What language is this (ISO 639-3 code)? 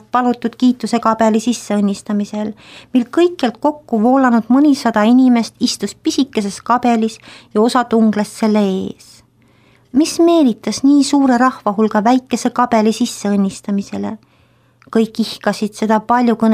est